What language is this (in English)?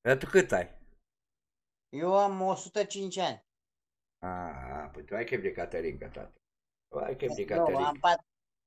Romanian